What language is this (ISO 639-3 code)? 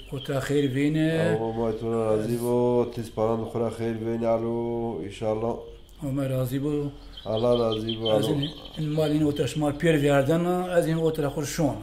zza